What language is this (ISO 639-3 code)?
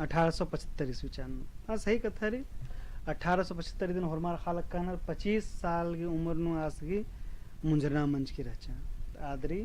kru